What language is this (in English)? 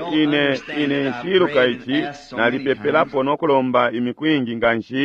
Bemba